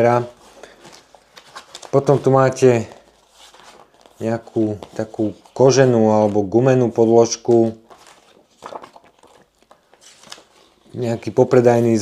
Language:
Slovak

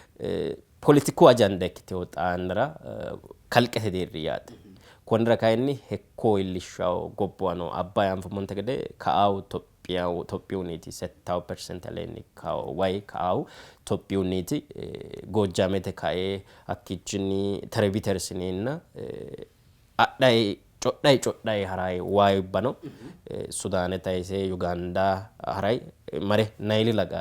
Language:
Sidamo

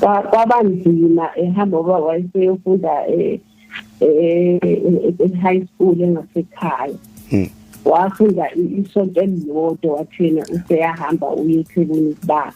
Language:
Zulu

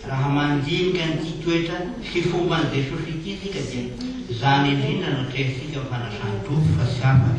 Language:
Malagasy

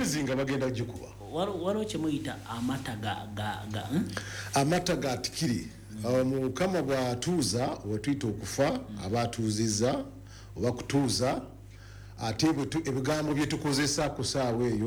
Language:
Ganda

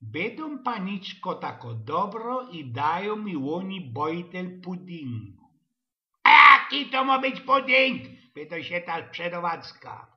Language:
Silesian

